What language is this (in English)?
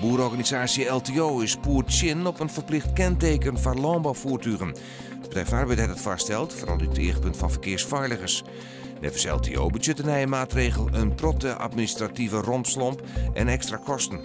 Western Frisian